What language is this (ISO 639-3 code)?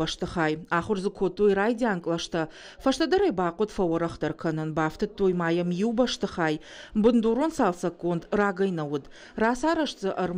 oss